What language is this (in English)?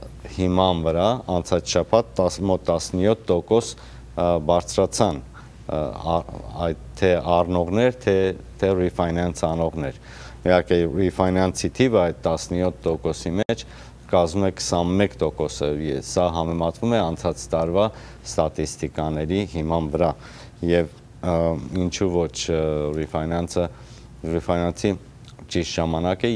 Armenian